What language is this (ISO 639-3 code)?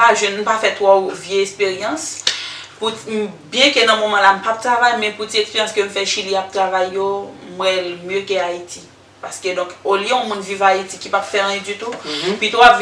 hat